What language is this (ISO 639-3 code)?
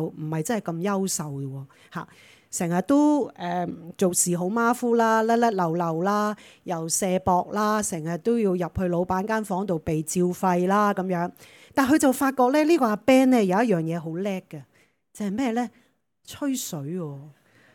yue